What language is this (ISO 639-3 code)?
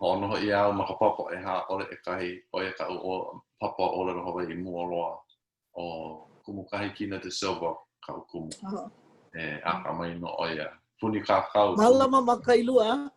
haw